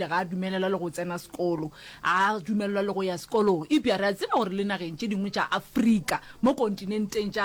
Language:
Northern Sotho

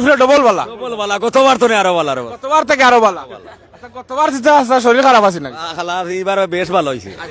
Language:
Sylheti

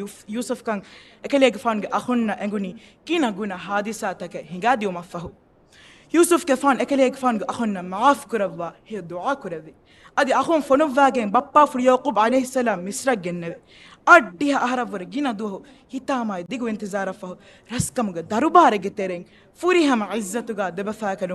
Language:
Divehi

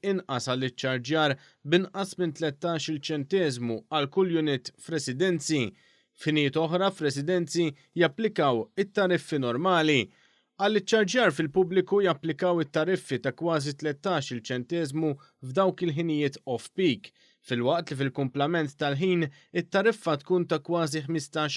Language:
Maltese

